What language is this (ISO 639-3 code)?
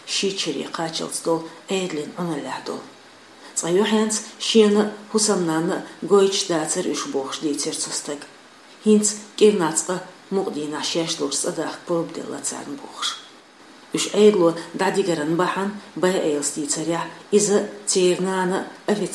che